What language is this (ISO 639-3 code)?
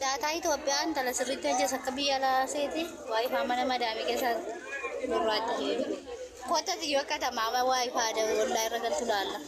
orm